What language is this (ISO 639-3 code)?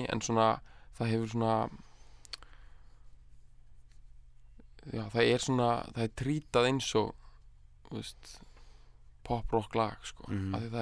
isl